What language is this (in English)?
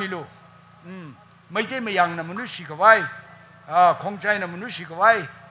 Tangkhul Naga (India)